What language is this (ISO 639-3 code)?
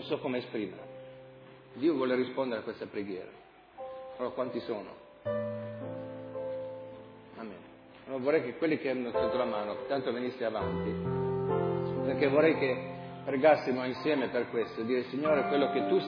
ita